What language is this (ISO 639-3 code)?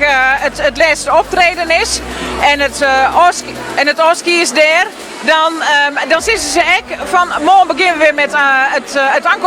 fry